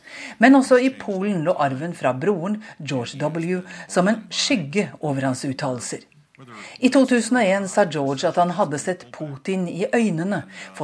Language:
Norwegian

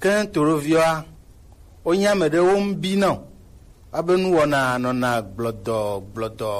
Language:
Gen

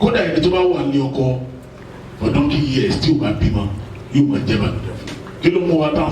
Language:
Yoruba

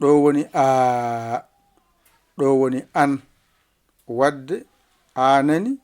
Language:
Fula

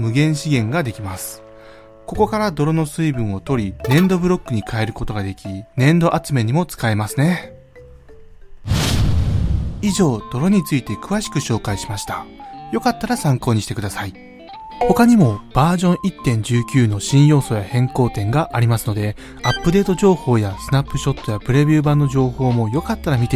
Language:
Japanese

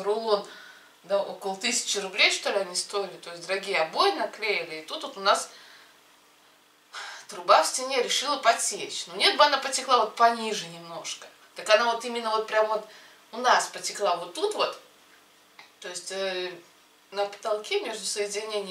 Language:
Russian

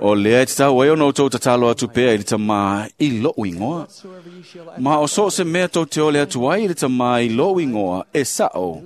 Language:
Samoan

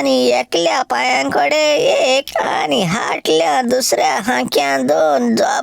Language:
Konkani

